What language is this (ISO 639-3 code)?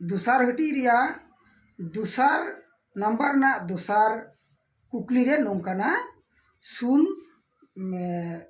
sat